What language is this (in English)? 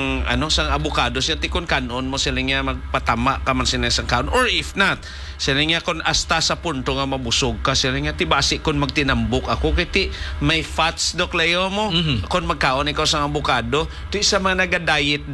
Hiligaynon